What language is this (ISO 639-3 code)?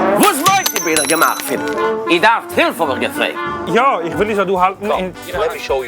yid